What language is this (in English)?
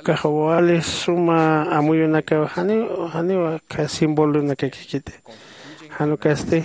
Aymara